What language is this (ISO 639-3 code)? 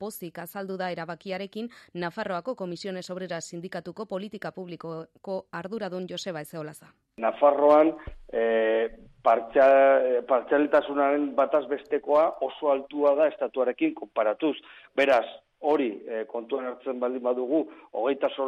eus